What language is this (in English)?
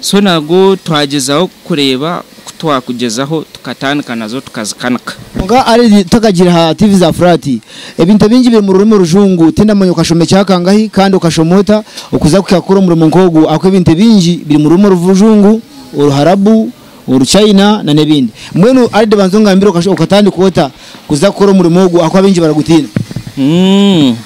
Nyankole